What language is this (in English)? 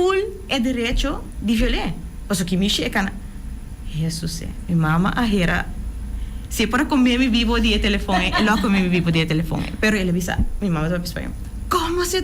Papiamento